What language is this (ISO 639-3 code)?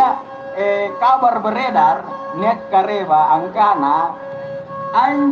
mak